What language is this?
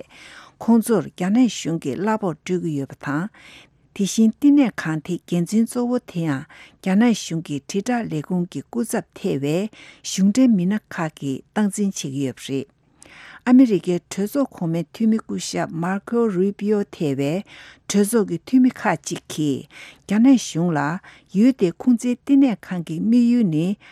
Tibetan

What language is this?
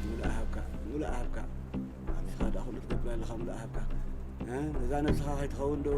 Tigrinya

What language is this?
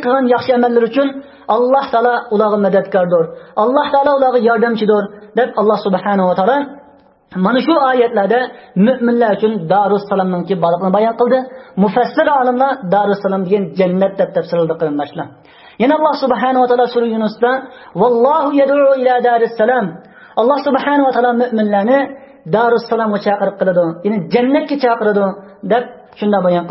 Uyghur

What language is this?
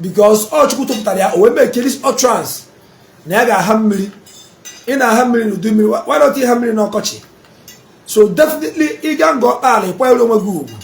Igbo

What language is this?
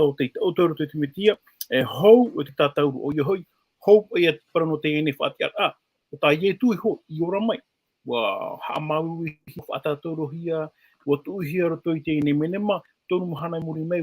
Tahitian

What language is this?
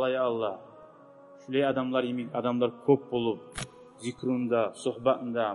Kumyk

